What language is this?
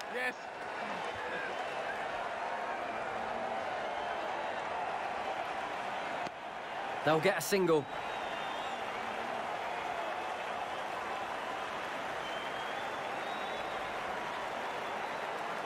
English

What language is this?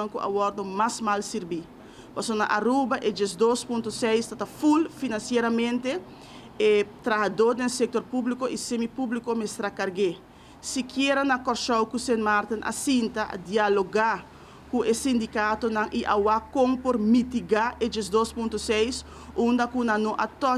Papiamento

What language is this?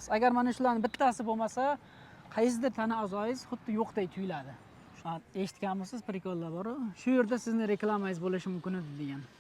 Uzbek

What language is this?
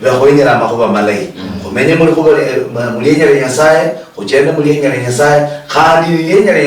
Luyia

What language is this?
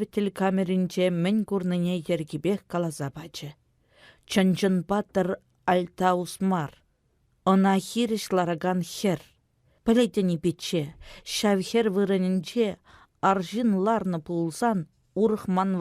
Chuvash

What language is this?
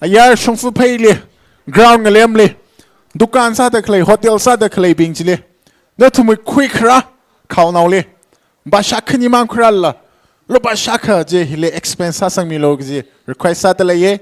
Tangkhul Naga (India)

